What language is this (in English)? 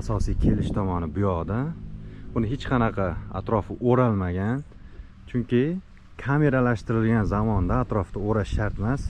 Uzbek